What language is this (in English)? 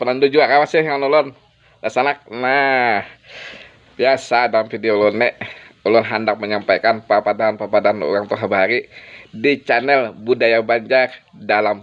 Banjar